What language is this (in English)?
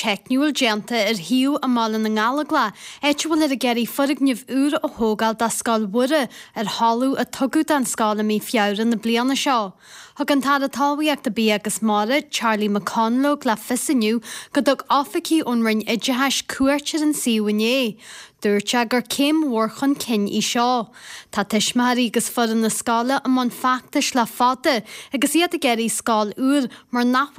Irish